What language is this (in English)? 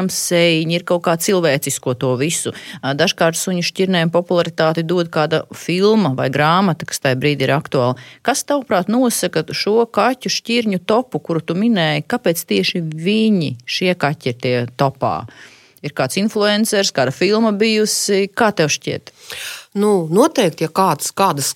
Latvian